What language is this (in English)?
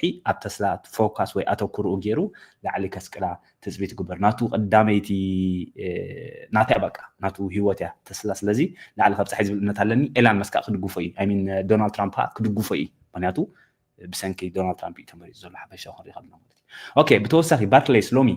Tigrinya